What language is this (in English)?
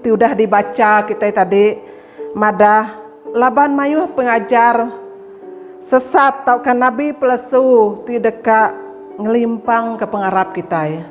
Iban